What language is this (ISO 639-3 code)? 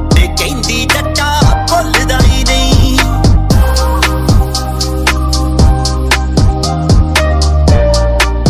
pan